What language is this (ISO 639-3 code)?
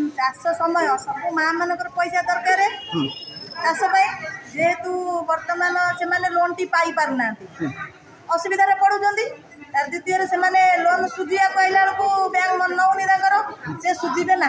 ori